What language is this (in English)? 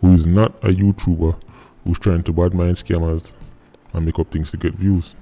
Jamaican Creole English